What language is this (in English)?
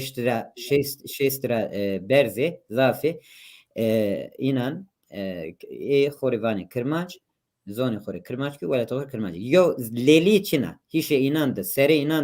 Zaza